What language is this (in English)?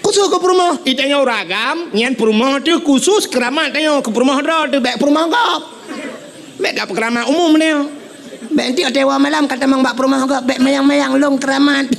Achinese